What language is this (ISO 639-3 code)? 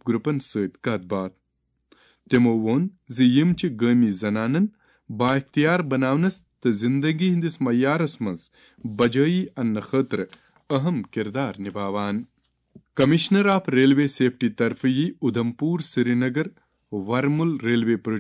kas